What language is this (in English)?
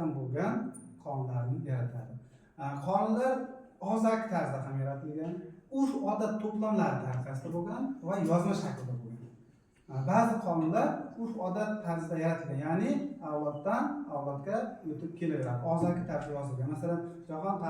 Uzbek